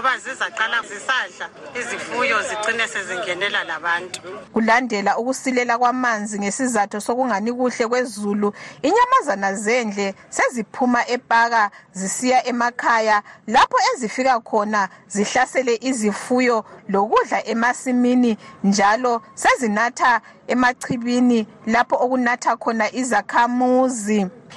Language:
North Ndebele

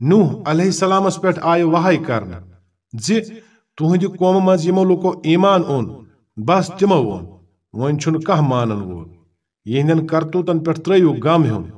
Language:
Kashmiri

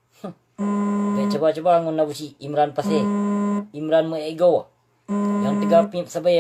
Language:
Achinese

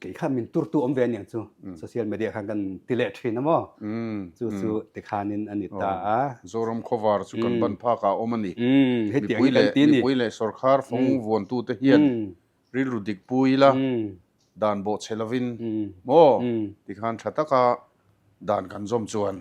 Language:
Mizo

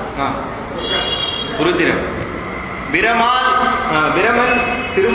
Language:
Tamil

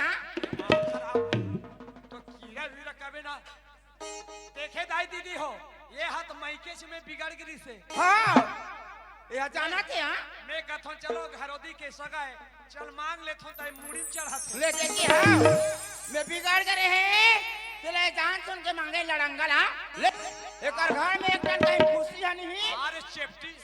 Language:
Chhattisgarhi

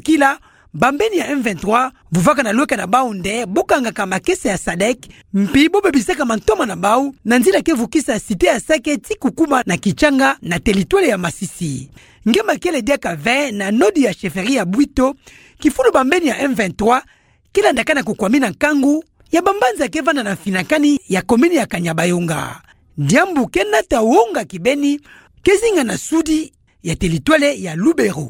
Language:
Kituba (Democratic Republic of Congo)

